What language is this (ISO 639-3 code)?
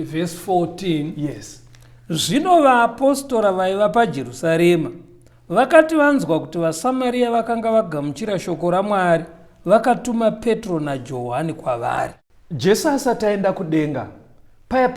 sna